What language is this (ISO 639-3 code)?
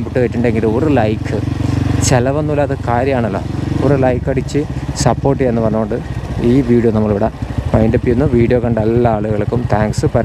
mal